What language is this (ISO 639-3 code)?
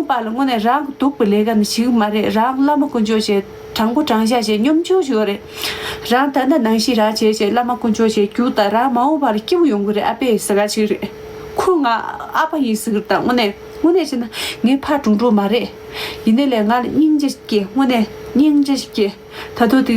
bod